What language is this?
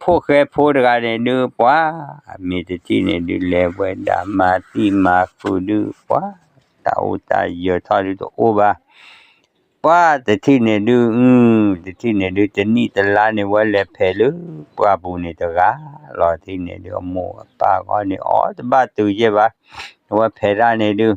S'gaw Karen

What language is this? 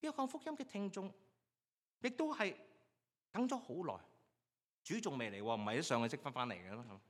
Cantonese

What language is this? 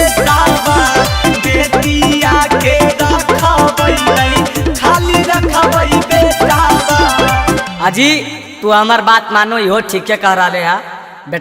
Magahi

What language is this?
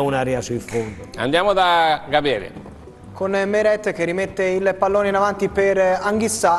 Italian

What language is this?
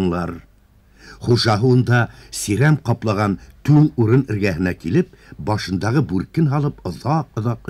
Bashkir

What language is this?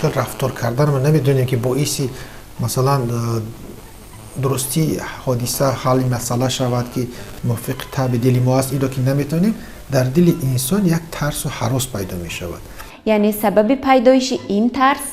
Tajik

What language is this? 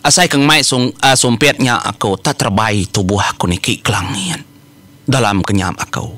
Iban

